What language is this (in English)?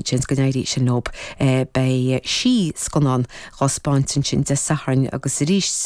Irish